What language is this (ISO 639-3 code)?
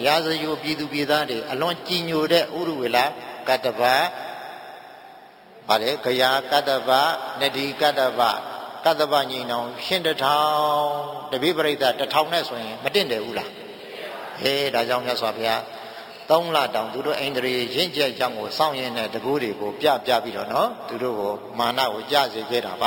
mya